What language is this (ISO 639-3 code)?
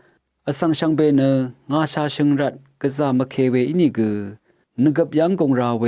raw